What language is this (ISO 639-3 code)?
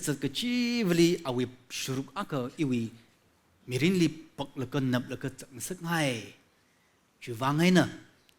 nmf